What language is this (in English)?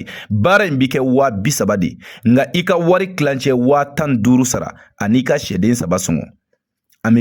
Bambara